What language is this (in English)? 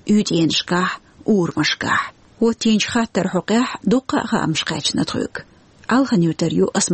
Chechen